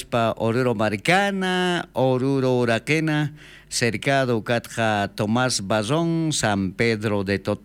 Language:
South Bolivian Quechua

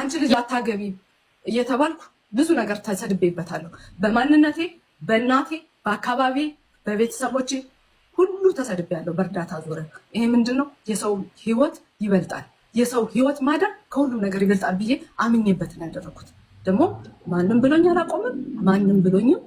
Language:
Amharic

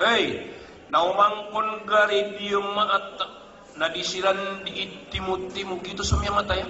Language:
Maranao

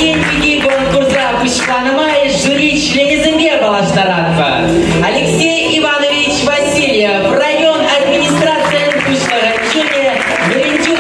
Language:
Chuvash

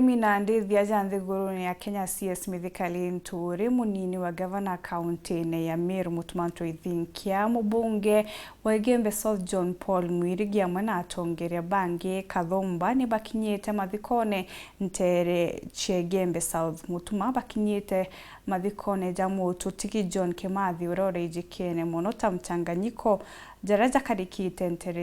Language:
Meru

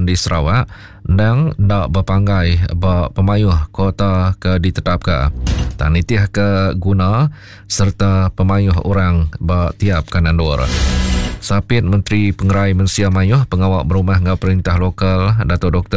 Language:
Iban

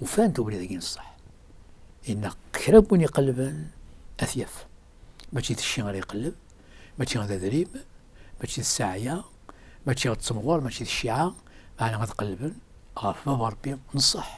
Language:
Kabyle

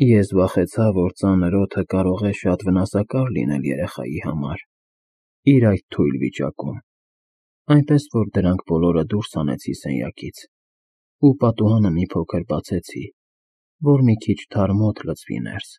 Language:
Armenian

